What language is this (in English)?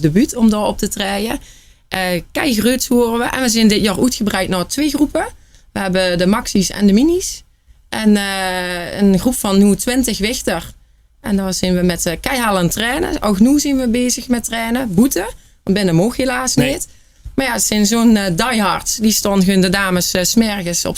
Limburgish